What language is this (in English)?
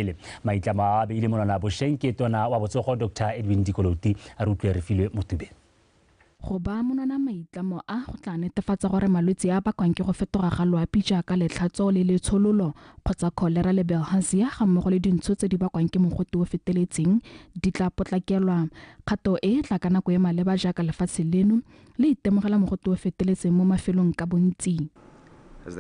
Tswana